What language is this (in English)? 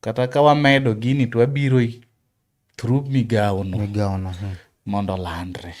Luo (Kenya and Tanzania)